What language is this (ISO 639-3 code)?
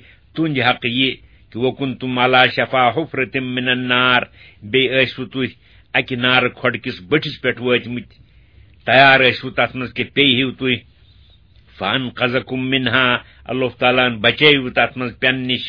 kas